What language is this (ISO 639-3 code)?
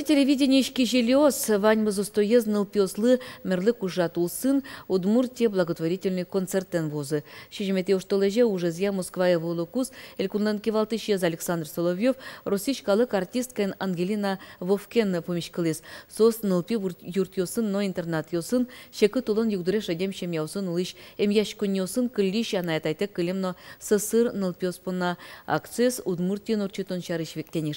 udm